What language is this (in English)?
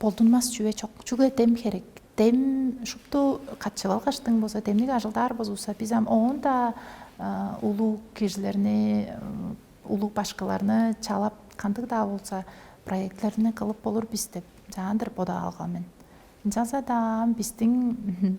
Tuvinian